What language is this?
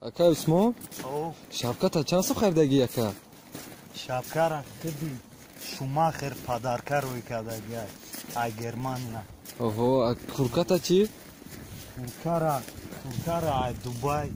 Tajik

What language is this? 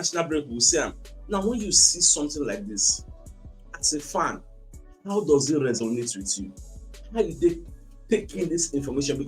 Nigerian Pidgin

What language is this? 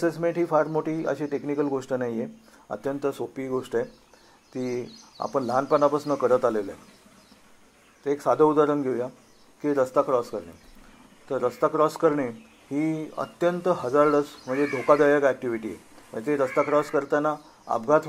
Marathi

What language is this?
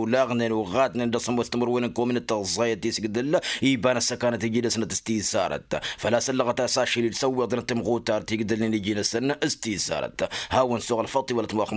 Tamasheq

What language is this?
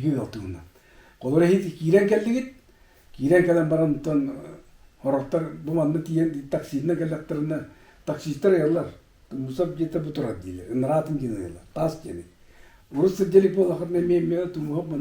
Yakut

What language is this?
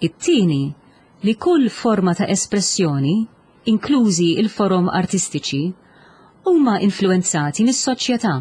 Maltese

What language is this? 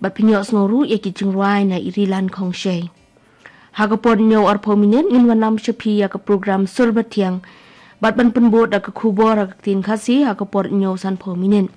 Khasi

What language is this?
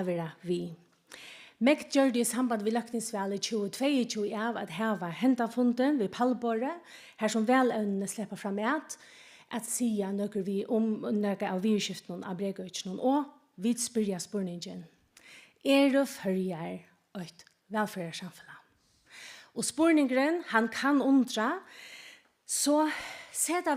Faroese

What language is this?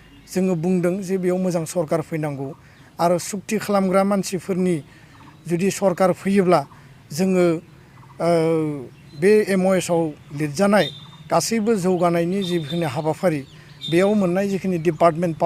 Bodo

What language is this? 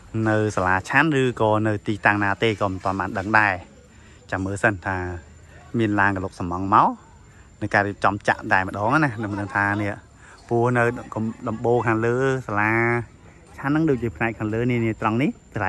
Khmer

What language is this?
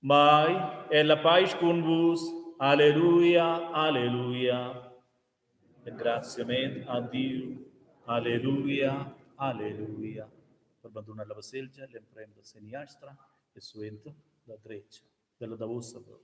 Romansh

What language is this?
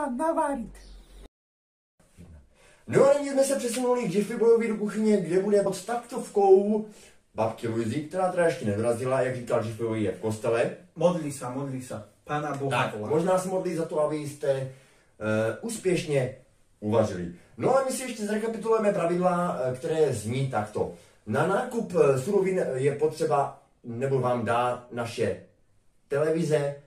Czech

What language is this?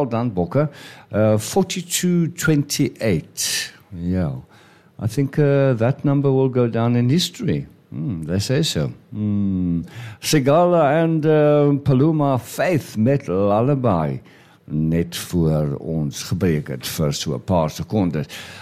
Afrikaans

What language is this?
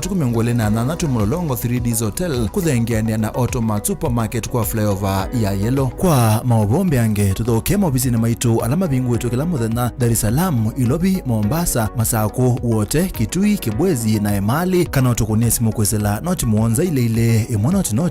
Kamba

